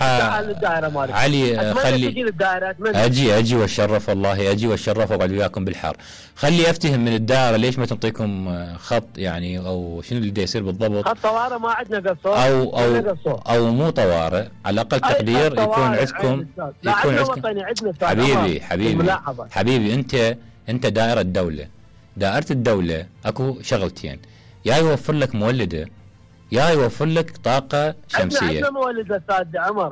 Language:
Mesopotamian Arabic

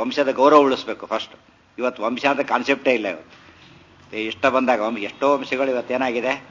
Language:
Kannada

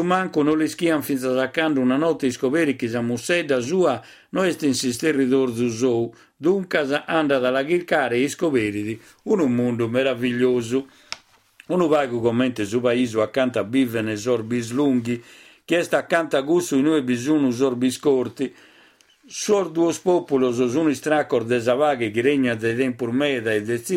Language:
Sardinian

